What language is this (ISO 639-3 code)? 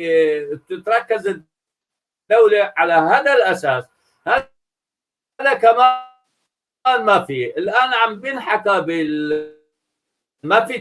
apc